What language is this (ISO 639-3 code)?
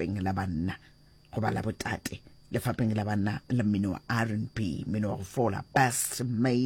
nso